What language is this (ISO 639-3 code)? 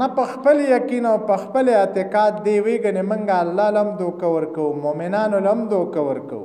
pus